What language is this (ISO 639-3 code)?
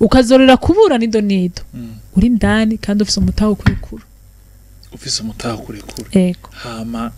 run